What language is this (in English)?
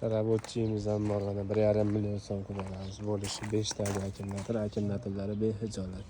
Uzbek